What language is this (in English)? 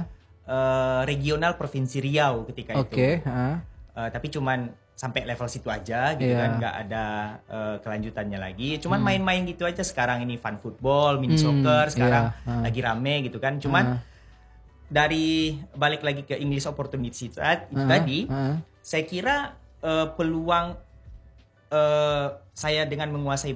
Indonesian